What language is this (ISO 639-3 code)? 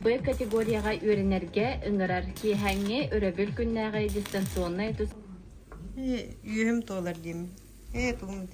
sah